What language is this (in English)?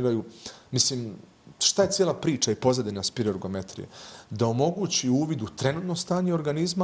Bosnian